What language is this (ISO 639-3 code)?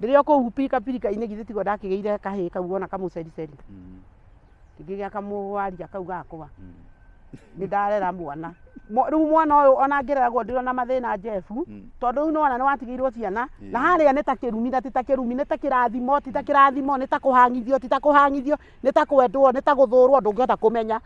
kik